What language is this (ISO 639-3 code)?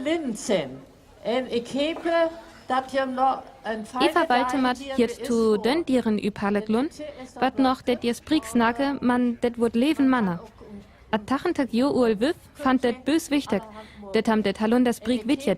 frr